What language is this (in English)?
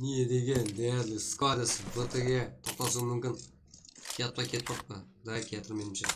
Kara-Kalpak